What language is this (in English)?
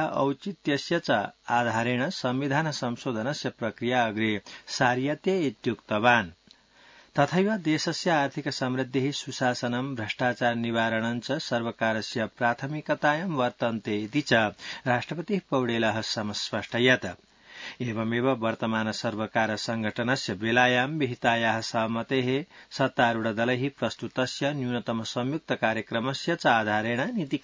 Sanskrit